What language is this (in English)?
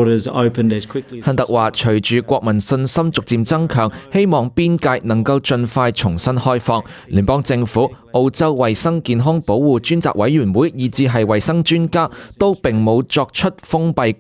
Cantonese